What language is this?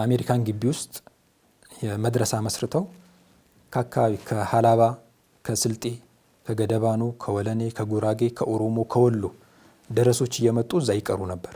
Amharic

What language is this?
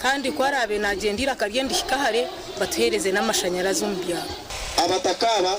Nyankole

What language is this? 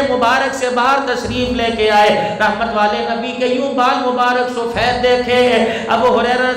Urdu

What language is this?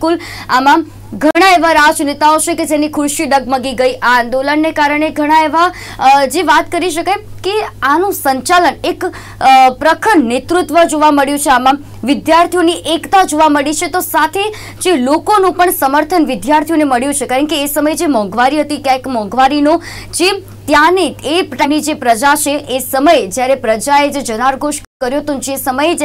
Gujarati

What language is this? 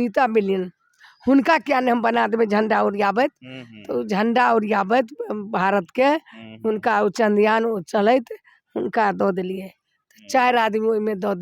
Maithili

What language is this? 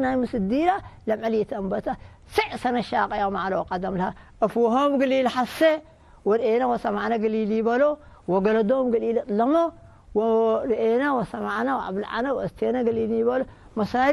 Tigre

